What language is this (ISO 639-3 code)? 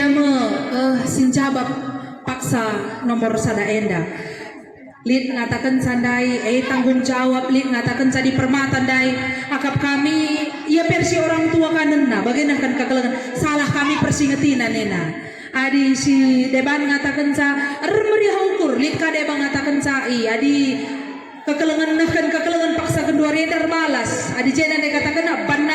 btx